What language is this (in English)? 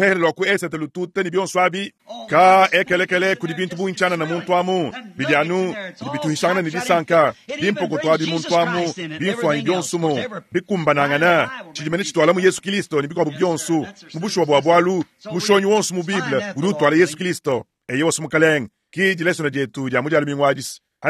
Luba-Lulua